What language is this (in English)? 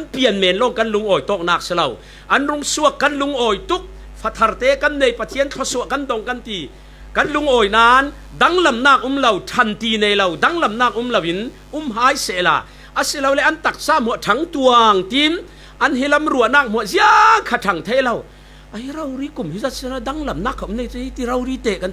Falam Chin